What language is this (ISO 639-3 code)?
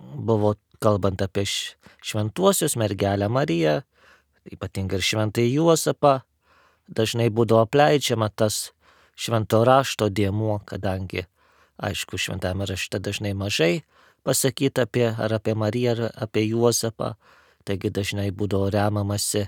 lit